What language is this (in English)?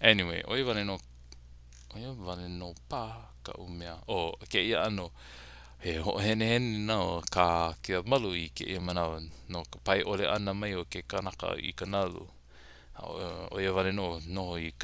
Hawaiian